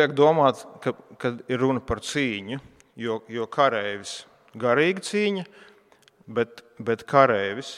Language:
Latvian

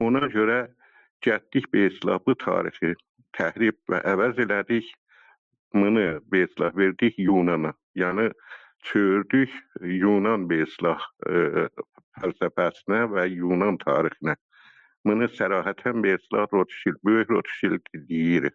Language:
South Azerbaijani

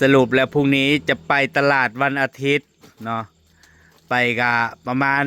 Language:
Northeastern Thai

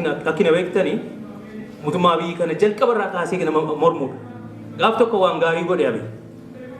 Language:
Oromo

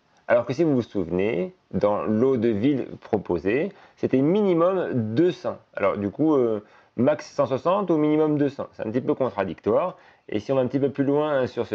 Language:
French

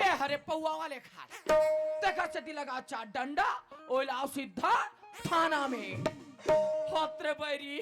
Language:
Chhattisgarhi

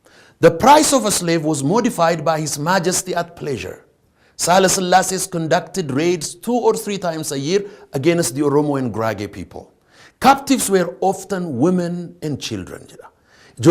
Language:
Oromo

